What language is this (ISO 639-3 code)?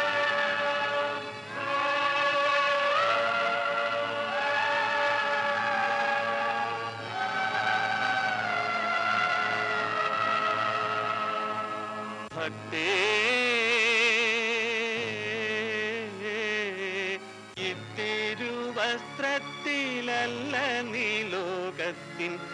mal